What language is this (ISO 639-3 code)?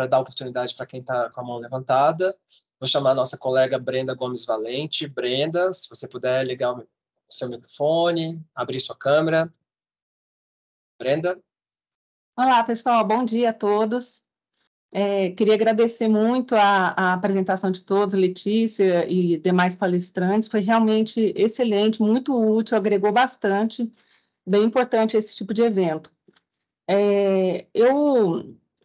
por